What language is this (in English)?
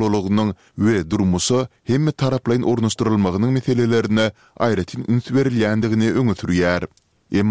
Turkmen